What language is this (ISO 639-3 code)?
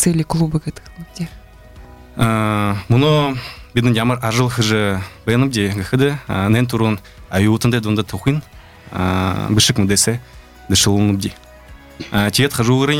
bua